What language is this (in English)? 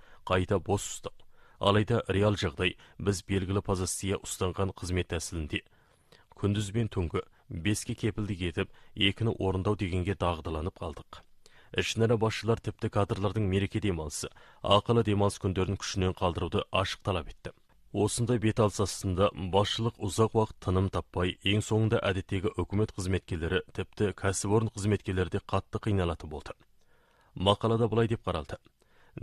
Kazakh